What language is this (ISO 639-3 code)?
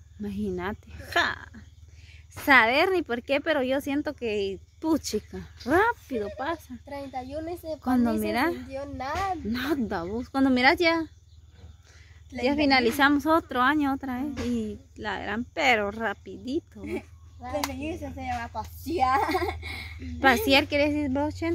spa